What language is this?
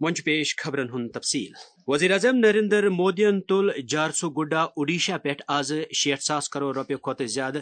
Kashmiri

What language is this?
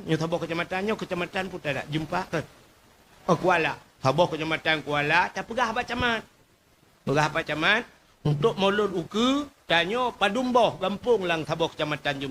Achinese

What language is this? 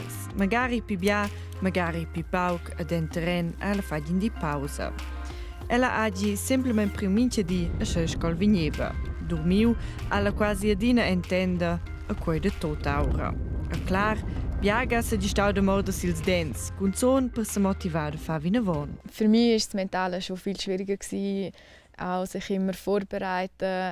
Romansh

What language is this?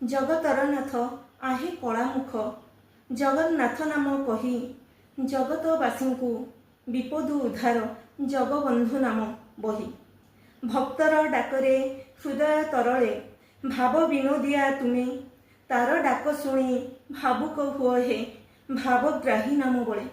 Odia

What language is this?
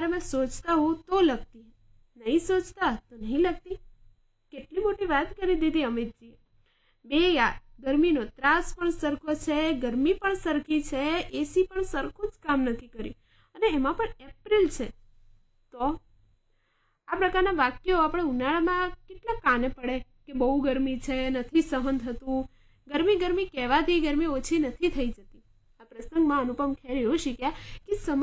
Gujarati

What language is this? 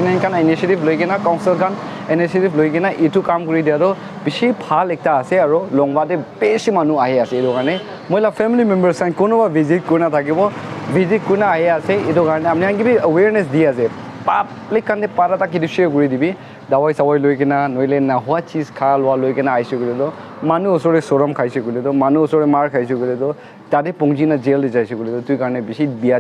Naga Pidgin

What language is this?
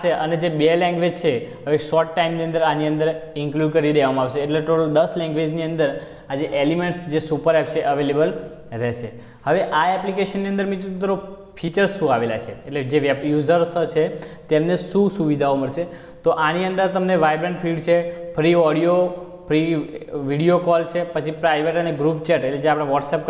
Gujarati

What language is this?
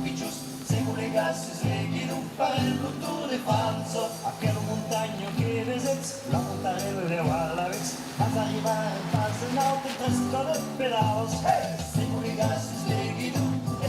Occitan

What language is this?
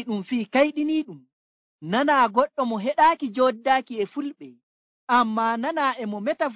Nigerian Fulfulde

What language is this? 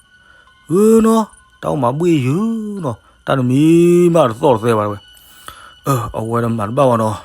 S'gaw Karen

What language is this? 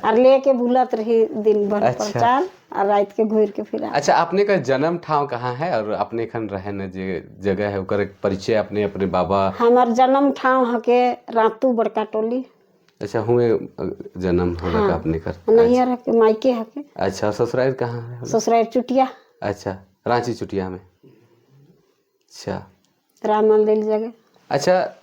Sadri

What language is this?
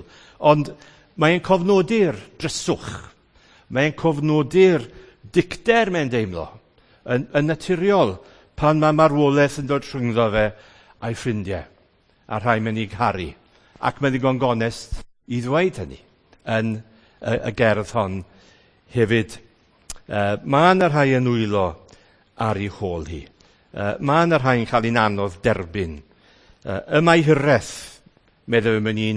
Welsh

